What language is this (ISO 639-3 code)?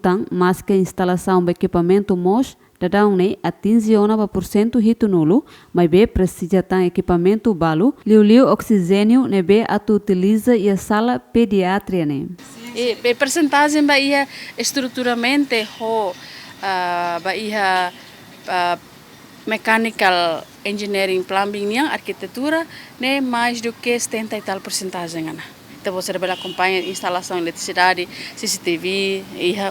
tet